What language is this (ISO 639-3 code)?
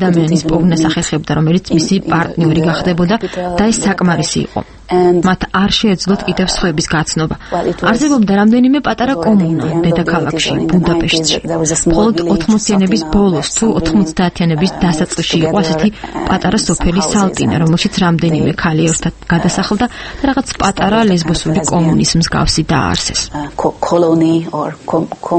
kat